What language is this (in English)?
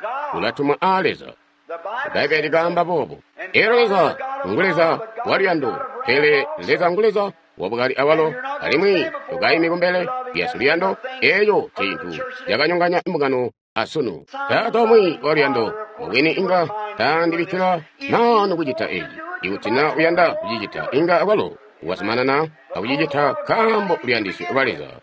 Tonga (Zambia)